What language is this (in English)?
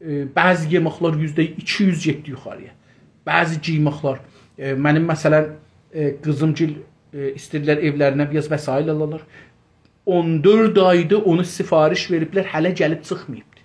South Azerbaijani